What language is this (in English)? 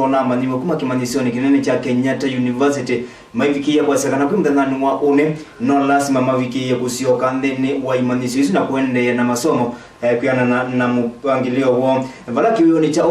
Kamba